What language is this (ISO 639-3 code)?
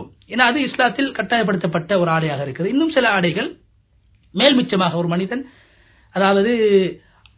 tam